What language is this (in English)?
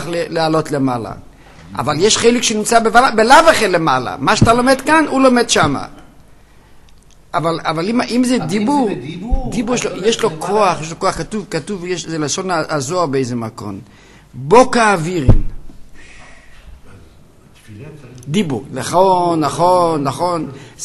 Hebrew